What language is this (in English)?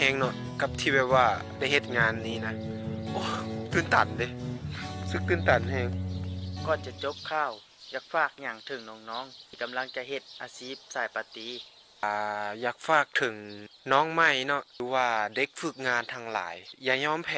Lao